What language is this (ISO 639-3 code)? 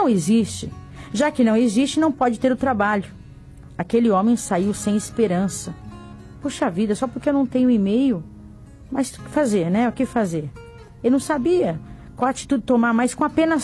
por